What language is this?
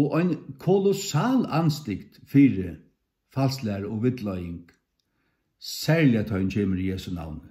Faroese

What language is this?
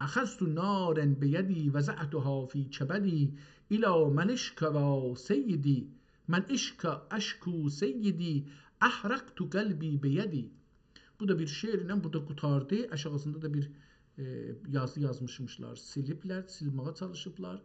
South Azerbaijani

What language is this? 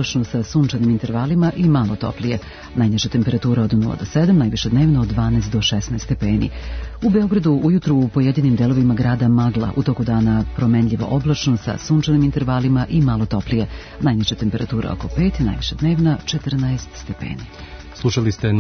Serbian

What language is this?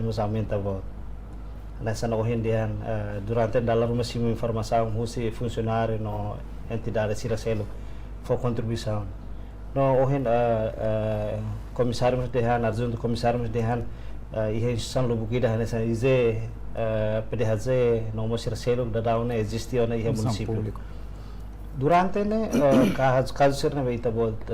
Tetum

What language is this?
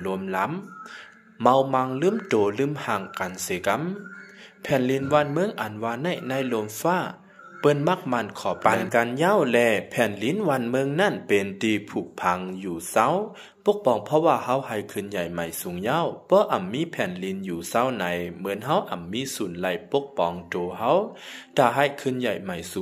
Lao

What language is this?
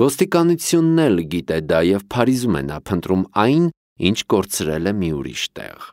Armenian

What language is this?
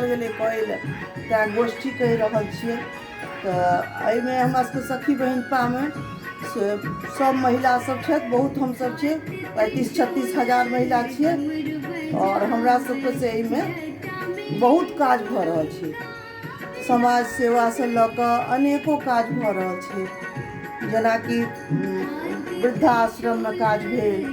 Maithili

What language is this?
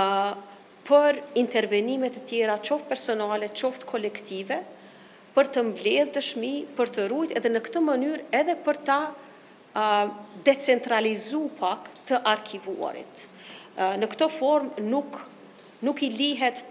Albanian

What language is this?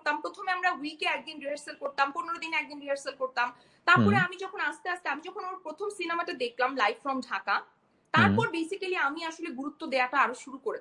Bangla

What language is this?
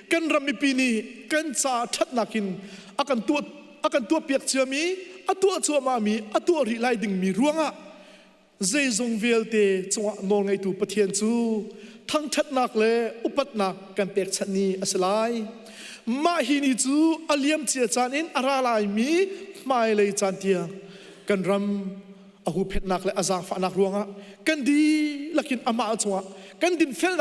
Hakha Chin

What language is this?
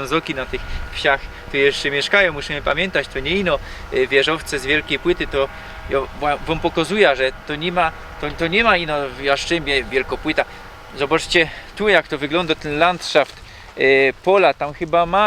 Silesian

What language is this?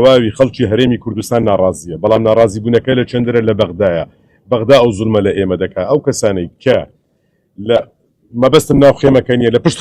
Central Kurdish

